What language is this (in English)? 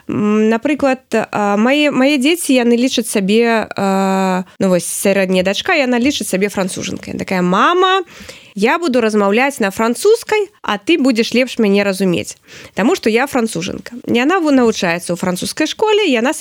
Belarusian